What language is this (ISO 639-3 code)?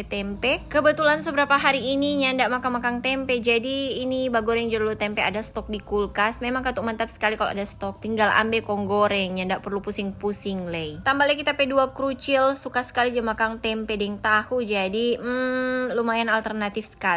xmm